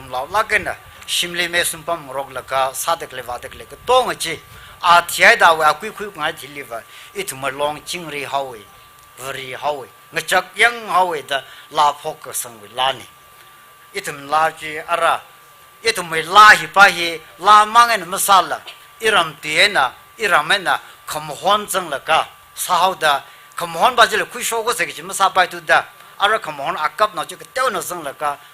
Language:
Tangkhul Naga (India)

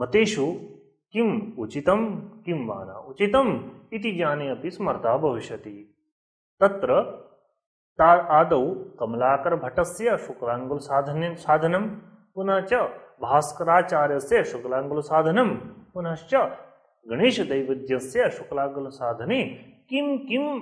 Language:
Sanskrit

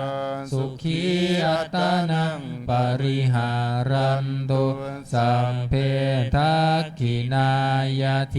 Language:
Pali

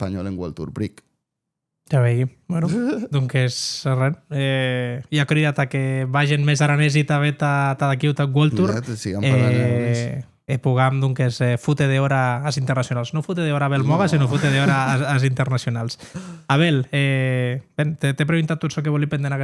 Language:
Occitan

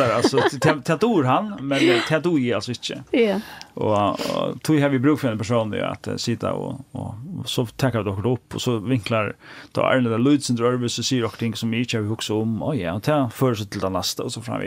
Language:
Faroese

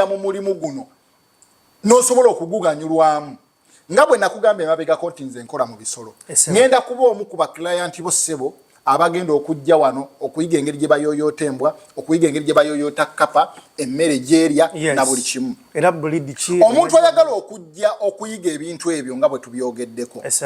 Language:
Ganda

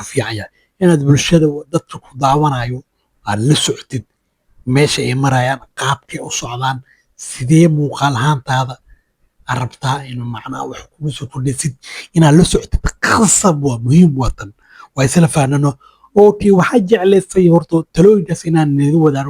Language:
Somali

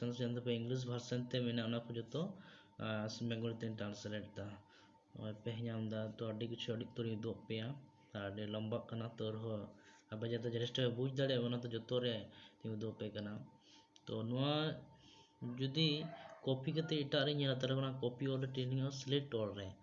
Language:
Santali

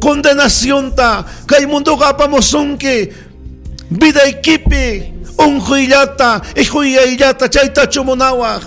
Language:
Ayacucho Quechua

